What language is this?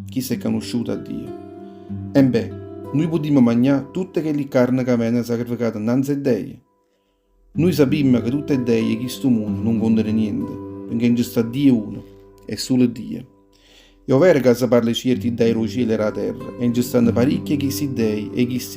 Neapolitan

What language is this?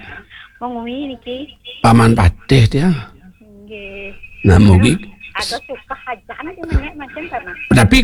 Balinese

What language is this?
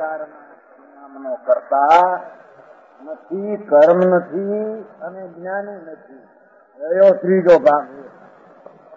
Gujarati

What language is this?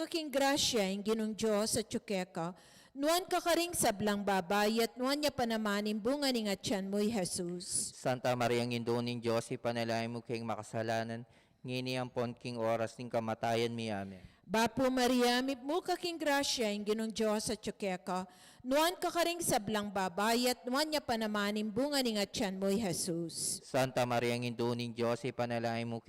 Pampanga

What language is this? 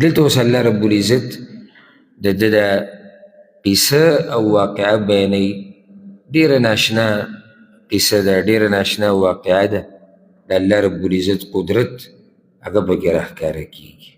Pashto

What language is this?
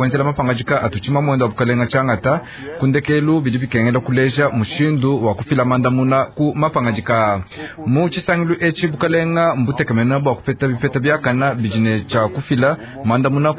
Luba-Lulua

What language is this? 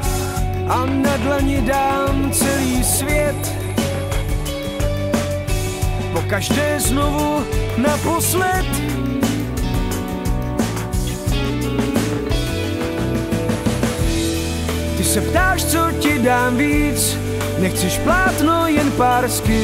Czech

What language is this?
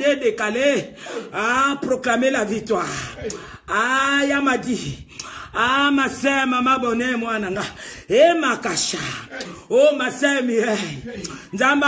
Lingala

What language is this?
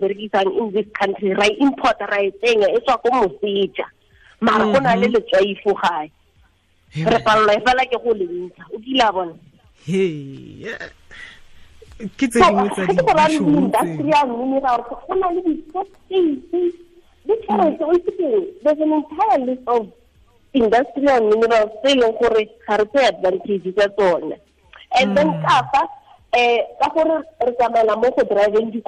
Tswana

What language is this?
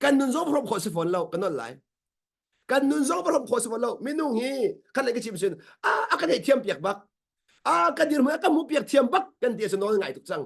Hakha Chin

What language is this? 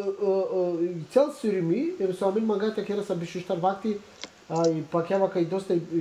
Macedonian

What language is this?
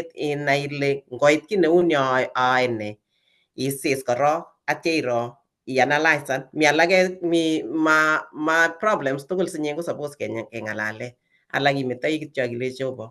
Kalenjin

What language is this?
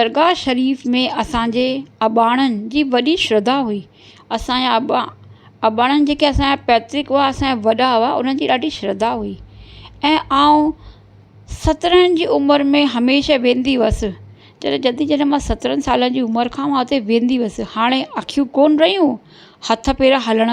Sindhi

